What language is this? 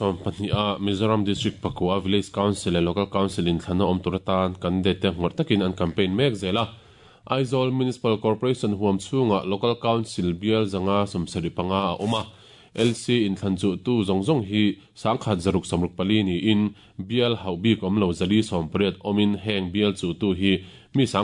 Mizo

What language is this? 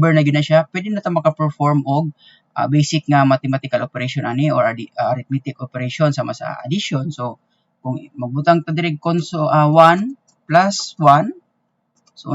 Cebuano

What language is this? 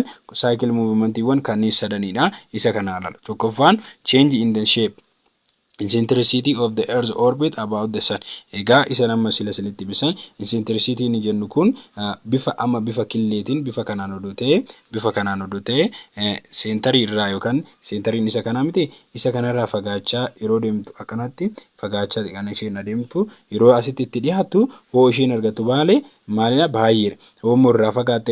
Oromo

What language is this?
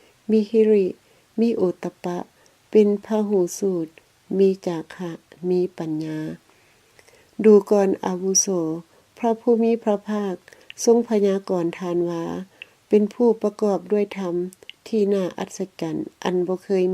Lao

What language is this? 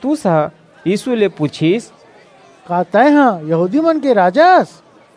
Chhattisgarhi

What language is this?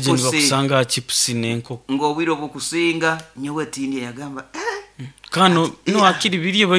Nyoro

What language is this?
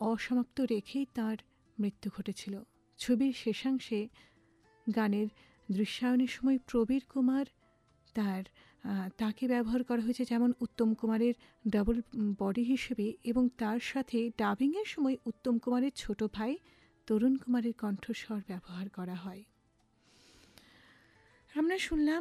Bangla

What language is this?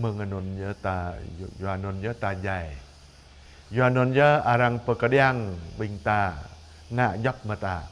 Jarai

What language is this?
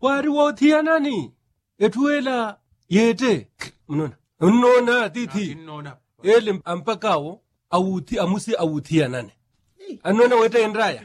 Makhuwa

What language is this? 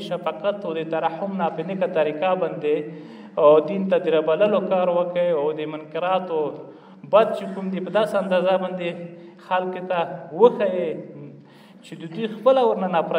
Pashto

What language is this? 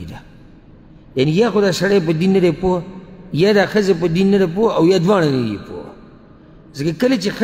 Pashto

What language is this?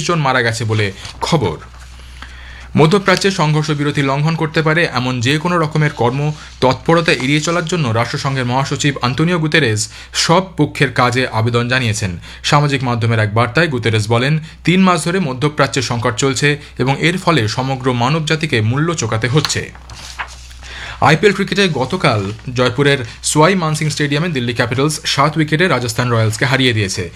Bangla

